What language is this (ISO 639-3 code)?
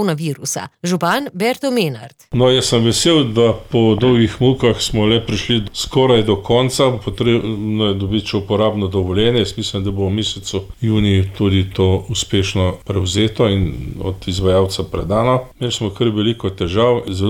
slv